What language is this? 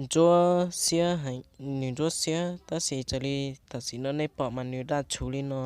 Hmong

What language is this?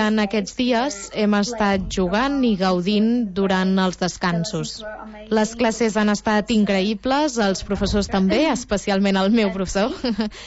Catalan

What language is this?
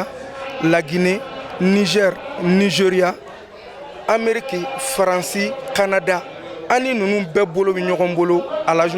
Bambara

